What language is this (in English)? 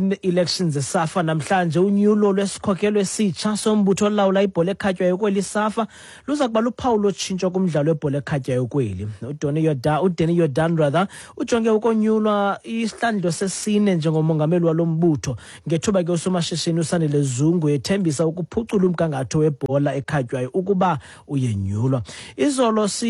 Xhosa